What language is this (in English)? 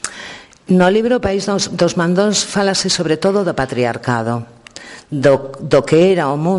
Galician